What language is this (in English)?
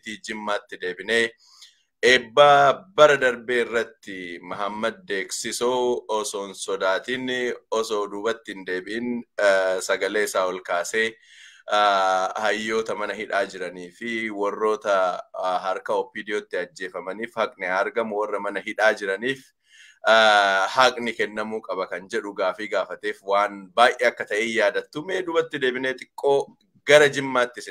Oromo